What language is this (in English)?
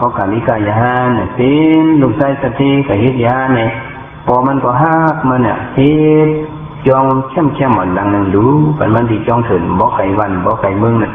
Shan